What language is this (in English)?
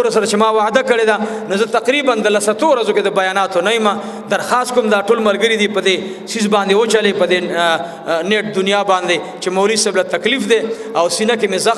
Pashto